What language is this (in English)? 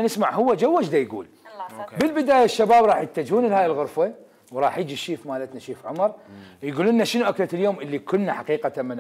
Mesopotamian Arabic